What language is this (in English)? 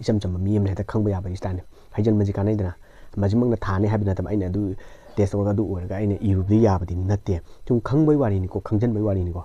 Manipuri